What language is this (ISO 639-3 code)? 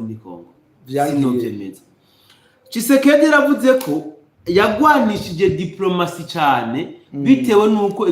run